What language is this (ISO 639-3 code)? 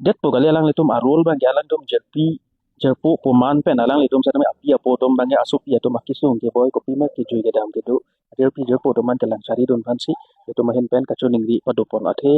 mjw